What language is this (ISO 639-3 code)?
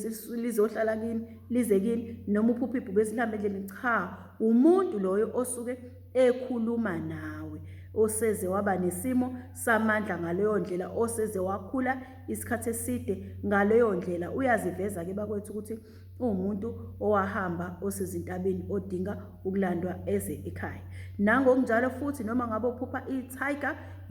zul